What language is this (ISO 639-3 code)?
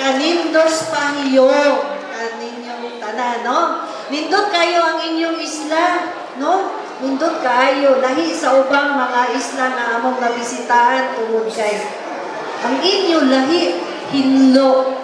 ceb